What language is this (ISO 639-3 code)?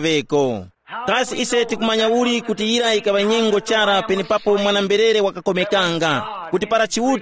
tum